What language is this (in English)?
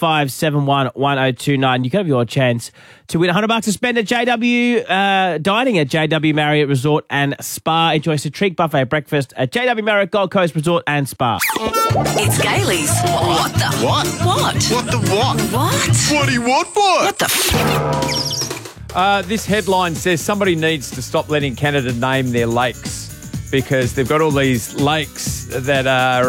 English